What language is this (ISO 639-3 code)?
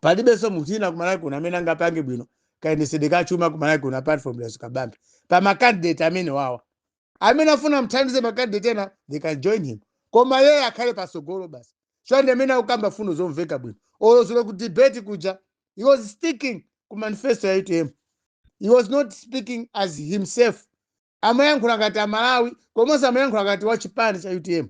nya